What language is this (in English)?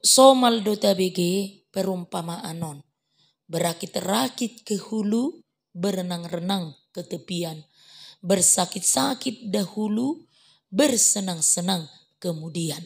Batak Toba